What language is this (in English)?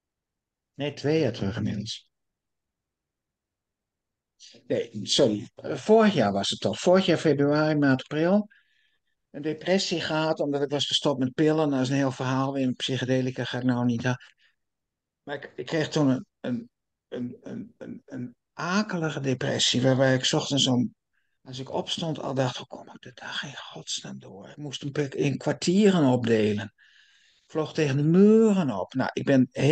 Dutch